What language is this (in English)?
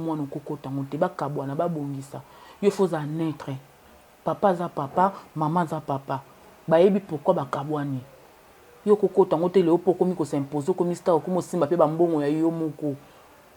Lingala